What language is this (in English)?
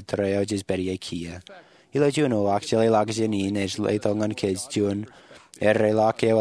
Marshallese